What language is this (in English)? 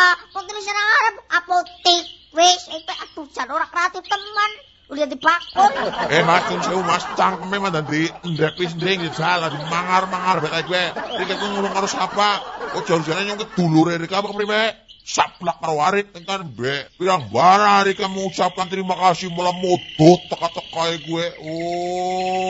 Javanese